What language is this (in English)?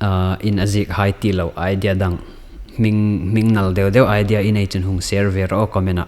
Hmar